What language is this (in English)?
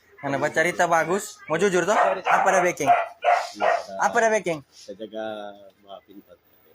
Manado Malay